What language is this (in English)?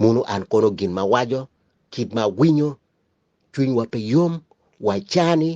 Acoli